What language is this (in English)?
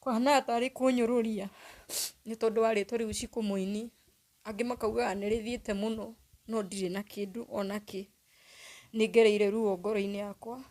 Kikuyu